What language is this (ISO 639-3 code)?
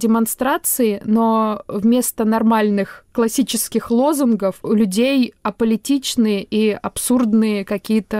rus